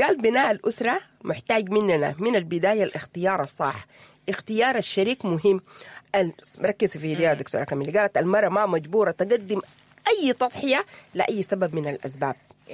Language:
Sudanese Arabic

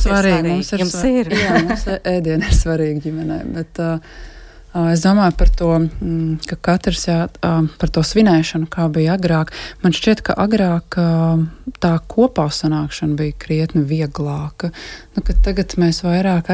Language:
Latvian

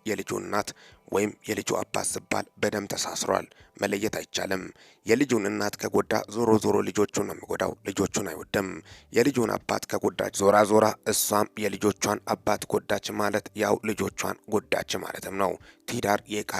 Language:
Amharic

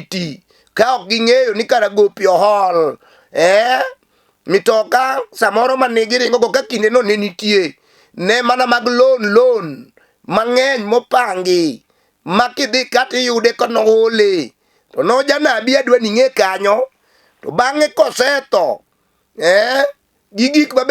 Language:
Luo (Kenya and Tanzania)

